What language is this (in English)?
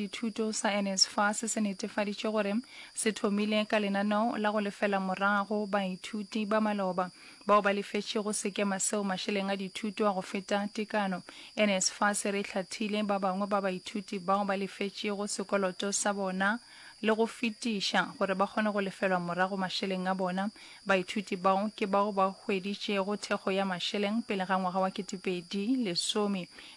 Northern Sotho